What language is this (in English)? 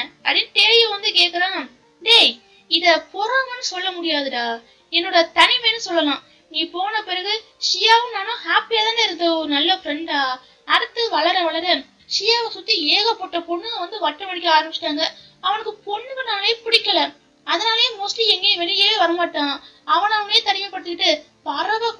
Tamil